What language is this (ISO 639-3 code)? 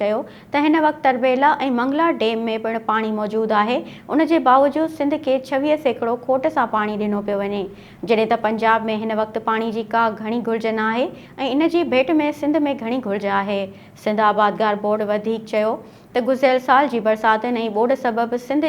snd